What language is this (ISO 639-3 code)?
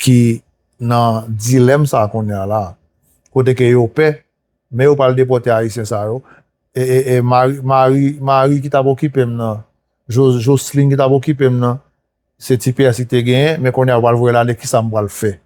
hat